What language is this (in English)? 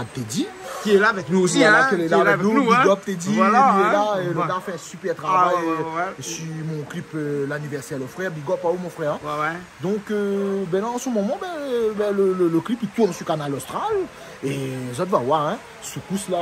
Réunion Creole French